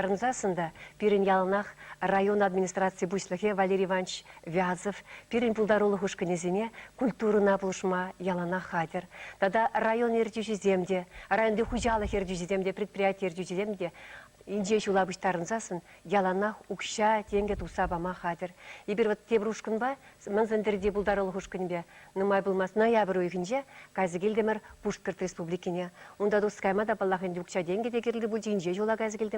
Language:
Chuvash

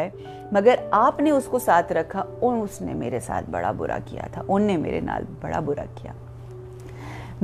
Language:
Urdu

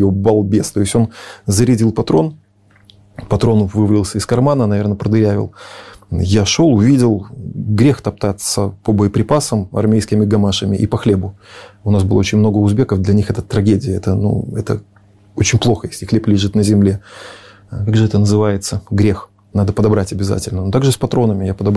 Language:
Russian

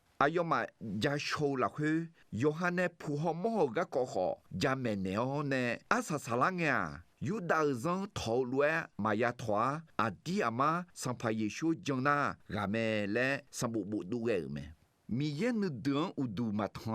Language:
Akha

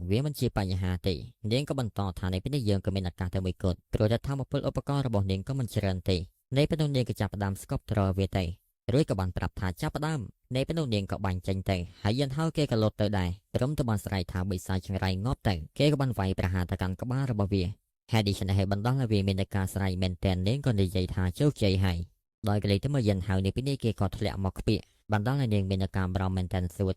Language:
Khmer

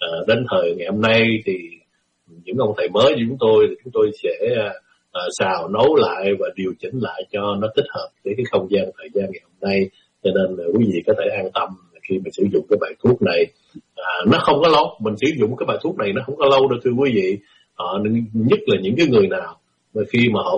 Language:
Vietnamese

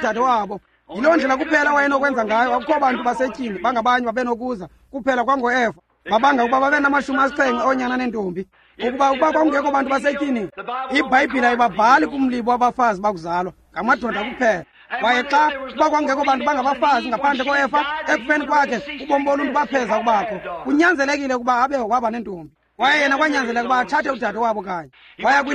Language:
Xhosa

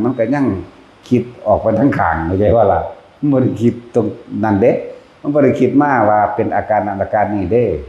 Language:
Northeastern Thai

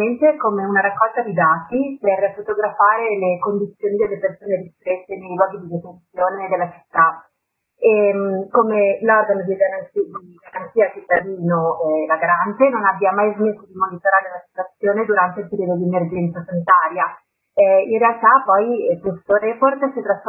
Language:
Italian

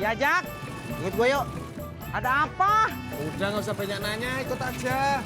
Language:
Betawi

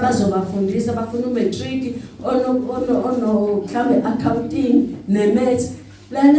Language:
Zulu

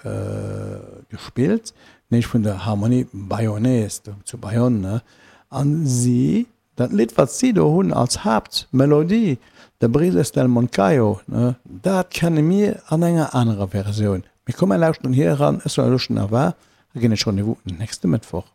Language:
Luxembourgish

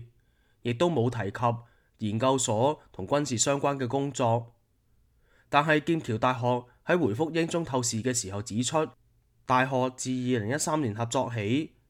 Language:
Cantonese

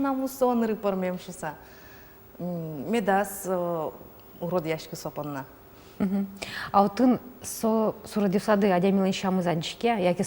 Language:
Udmurt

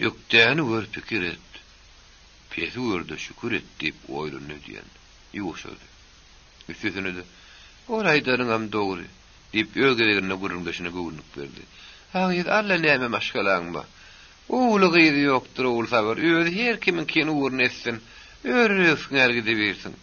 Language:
Turkmen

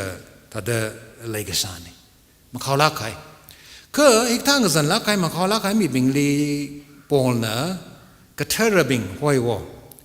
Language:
Tangkhul Naga (India)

